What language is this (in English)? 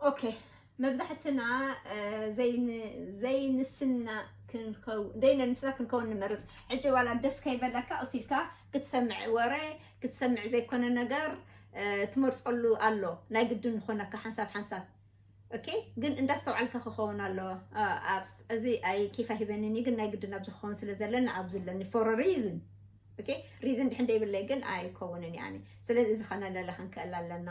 Tigrinya